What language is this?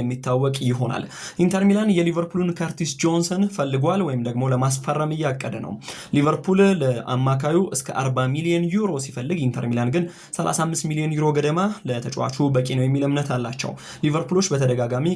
Amharic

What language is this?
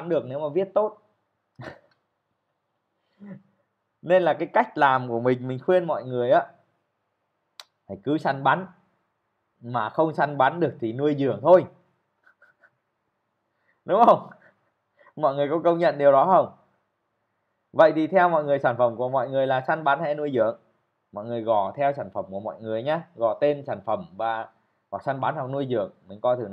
Vietnamese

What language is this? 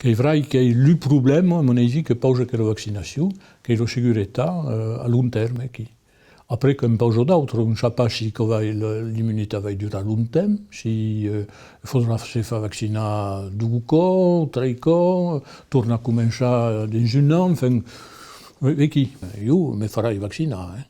Occitan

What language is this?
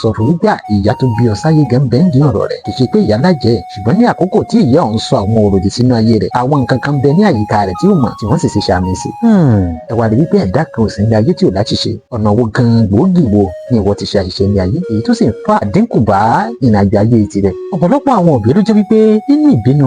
Yoruba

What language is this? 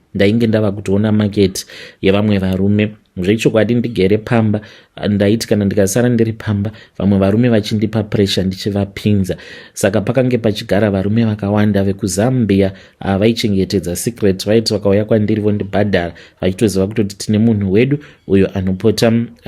Shona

